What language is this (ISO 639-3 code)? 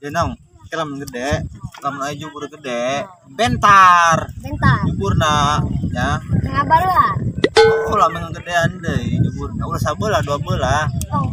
sun